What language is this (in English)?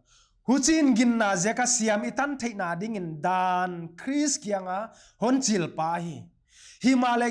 Paite Chin